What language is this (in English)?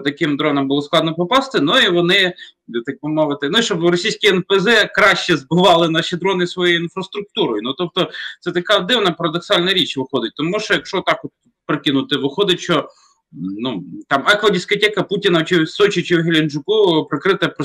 Ukrainian